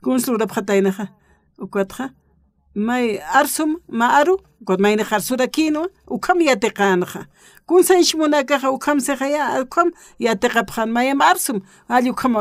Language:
Aymara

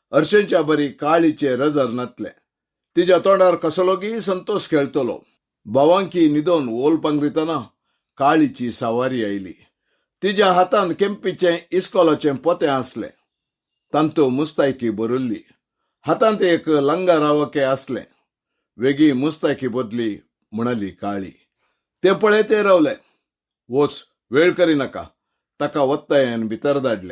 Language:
Konkani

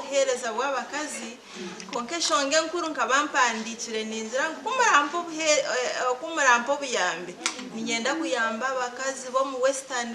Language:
Nyankole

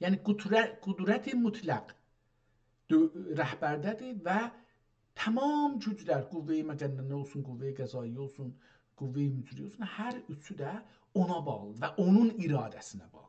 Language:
South Azerbaijani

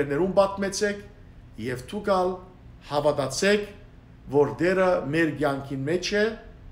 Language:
Western Armenian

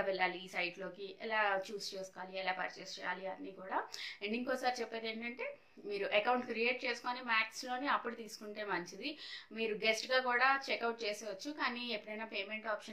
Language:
Telugu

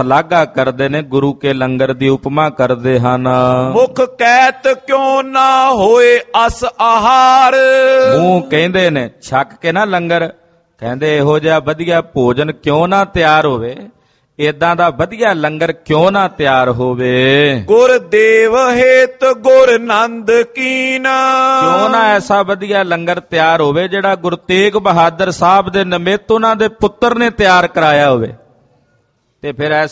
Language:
Punjabi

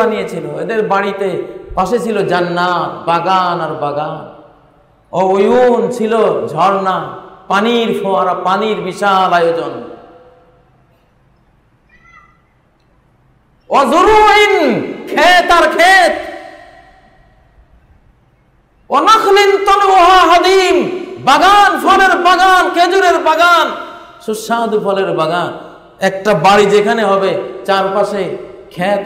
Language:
Bangla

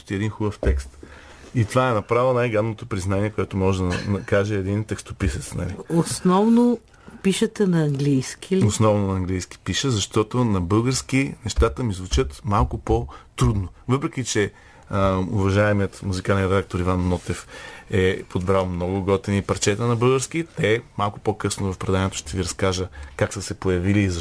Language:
Bulgarian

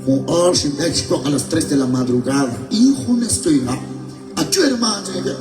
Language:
Kekchí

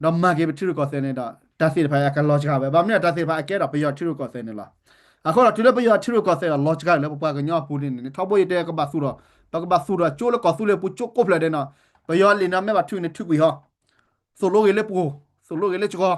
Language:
S'gaw Karen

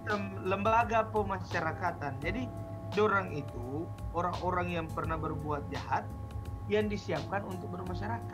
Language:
Manado Malay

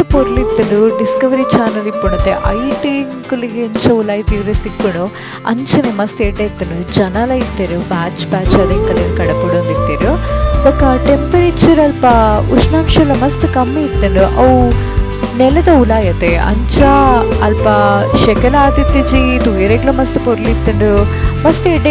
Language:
Tulu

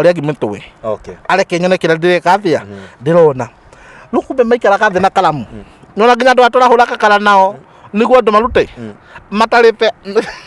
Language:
Kikuyu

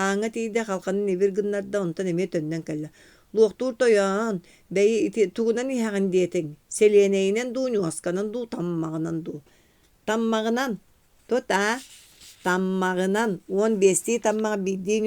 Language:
Yakut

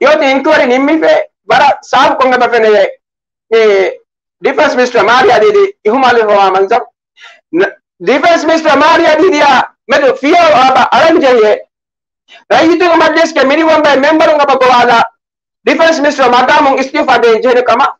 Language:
Divehi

